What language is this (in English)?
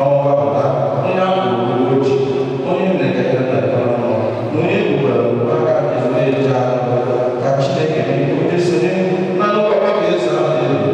Igbo